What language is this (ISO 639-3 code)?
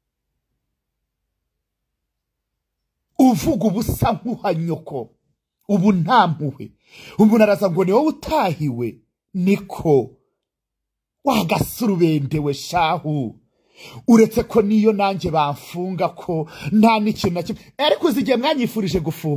kin